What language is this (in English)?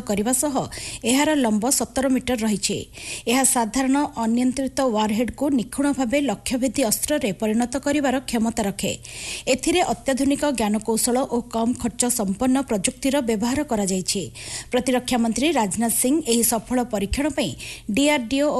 Odia